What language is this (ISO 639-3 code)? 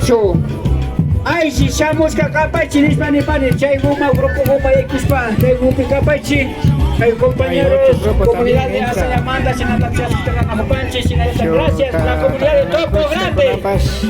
qvi